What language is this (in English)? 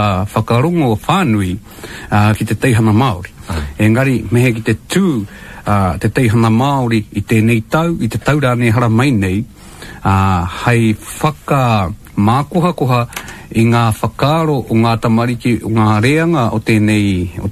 Māori